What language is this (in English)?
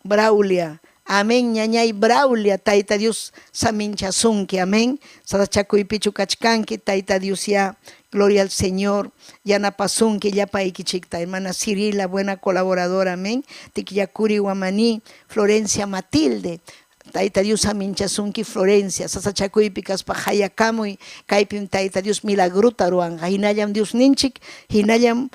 Ayacucho Quechua